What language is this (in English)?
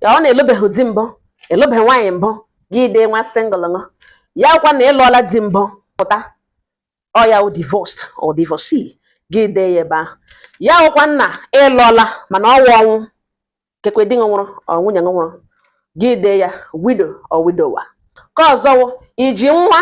Igbo